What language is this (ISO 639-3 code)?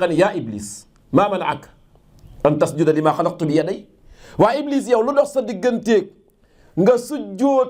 wol